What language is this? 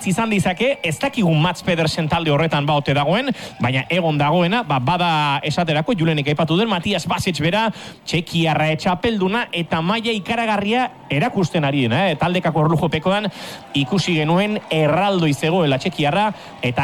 Basque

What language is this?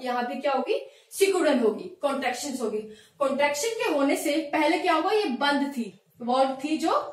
Hindi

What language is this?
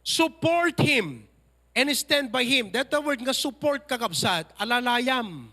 Iloko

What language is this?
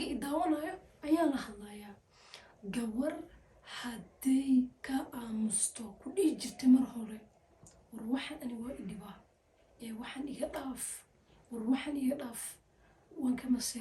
Somali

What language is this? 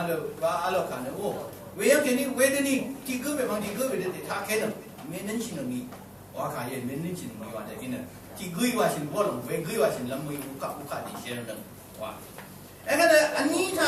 Rawang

